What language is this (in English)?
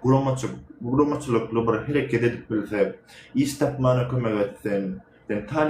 Turkmen